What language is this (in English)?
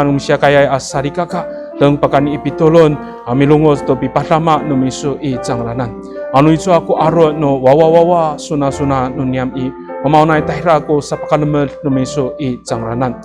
Amis